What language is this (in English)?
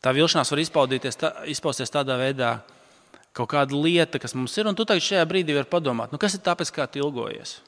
Latvian